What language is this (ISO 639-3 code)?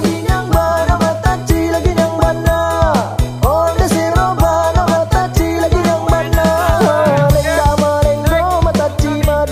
min